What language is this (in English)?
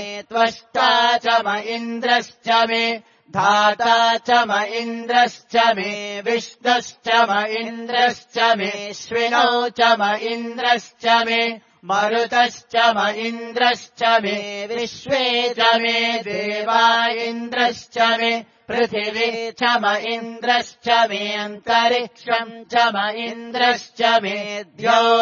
Sanskrit